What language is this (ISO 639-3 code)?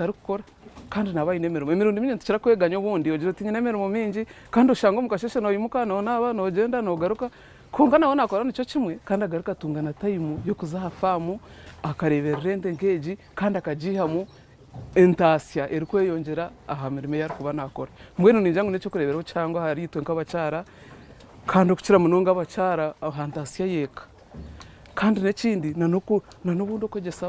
nyn